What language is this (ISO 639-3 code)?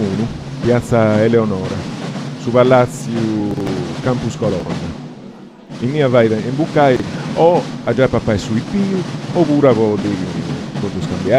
srd